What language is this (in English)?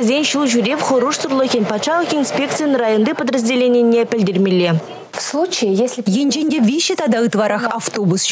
Chuvash